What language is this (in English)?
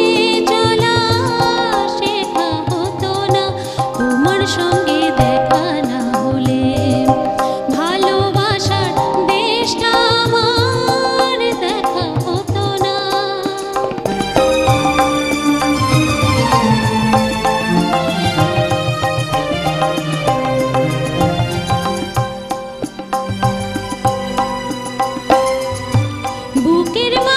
Bangla